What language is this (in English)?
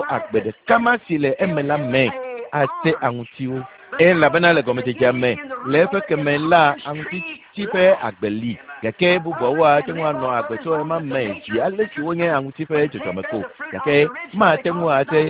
Ewe